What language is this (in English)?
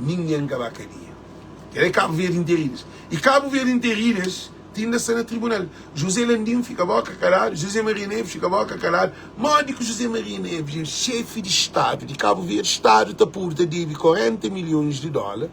Kabuverdianu